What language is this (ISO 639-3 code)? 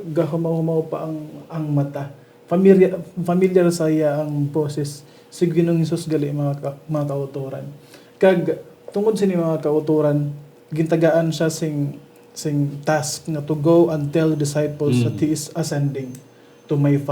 hil